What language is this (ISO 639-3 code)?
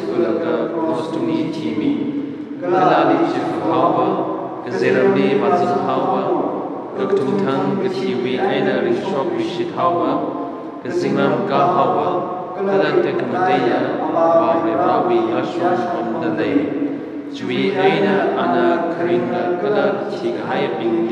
nmf